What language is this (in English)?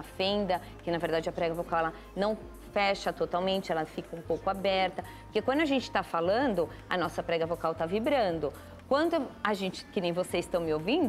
Portuguese